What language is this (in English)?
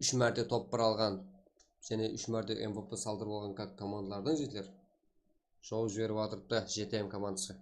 Kara-Kalpak